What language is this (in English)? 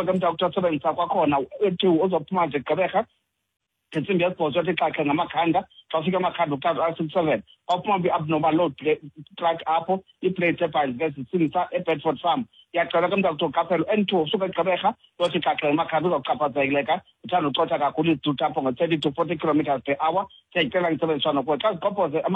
Xhosa